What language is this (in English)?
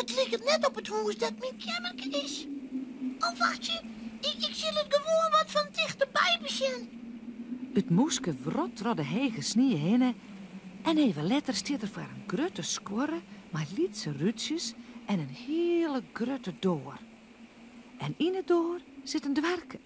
Western Frisian